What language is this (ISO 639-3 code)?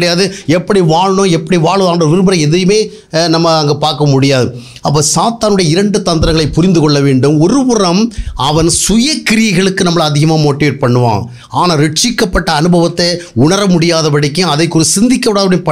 tam